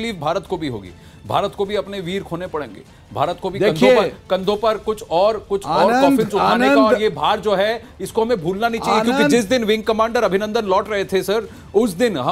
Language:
Hindi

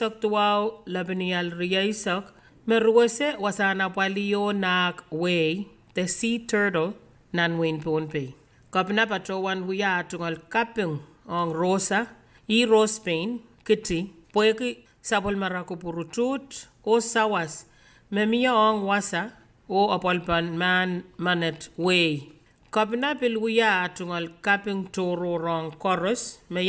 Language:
Pohnpeian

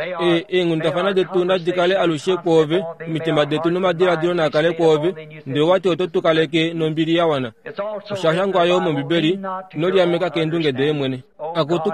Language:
Kuanyama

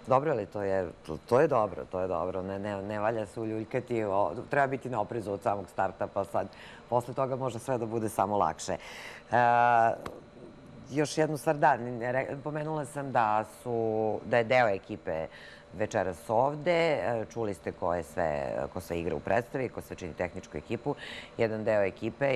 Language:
Serbian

